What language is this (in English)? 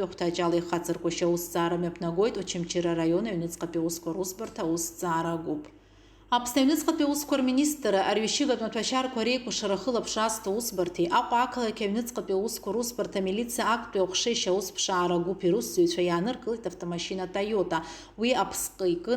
Abkhazian